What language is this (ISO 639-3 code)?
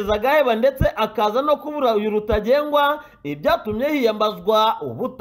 kin